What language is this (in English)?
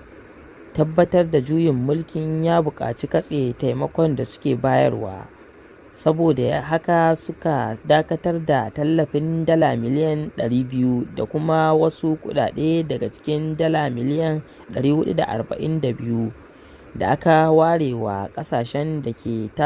Hausa